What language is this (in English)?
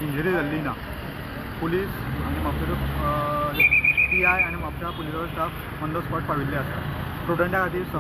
Konkani